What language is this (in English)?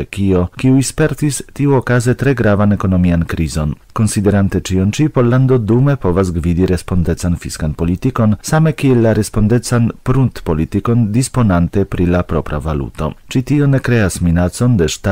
Esperanto